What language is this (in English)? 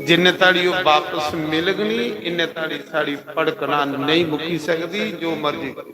Dogri